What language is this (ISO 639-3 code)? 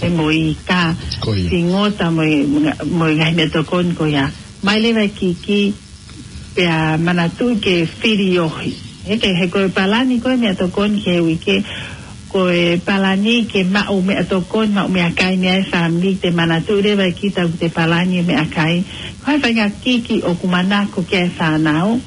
ton